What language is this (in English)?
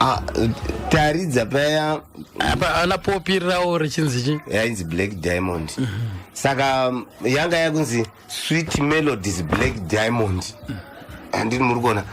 Shona